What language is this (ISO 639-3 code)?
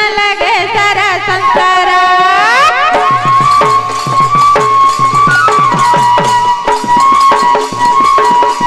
hin